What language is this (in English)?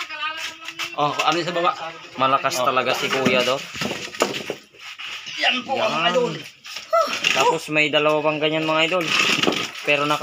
Filipino